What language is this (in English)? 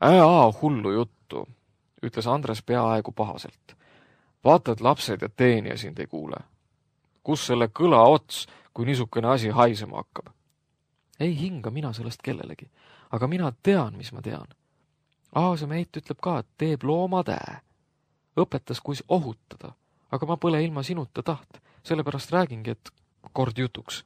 Estonian